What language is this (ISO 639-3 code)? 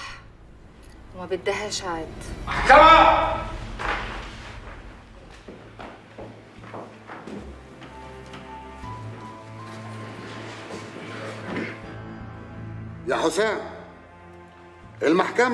arz